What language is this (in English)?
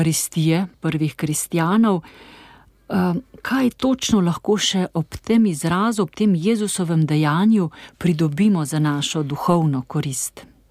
Slovenian